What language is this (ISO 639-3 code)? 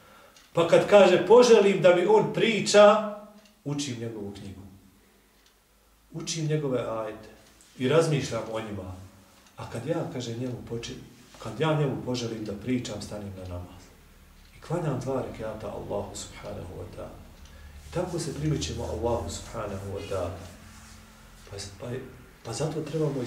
bos